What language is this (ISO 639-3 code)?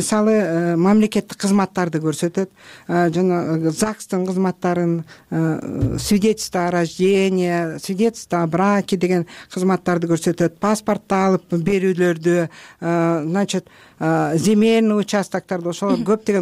kir